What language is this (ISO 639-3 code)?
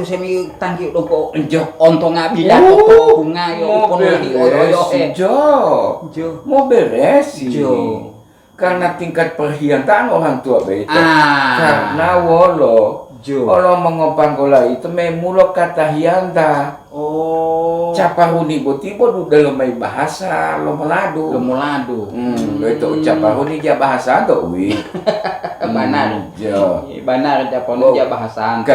gor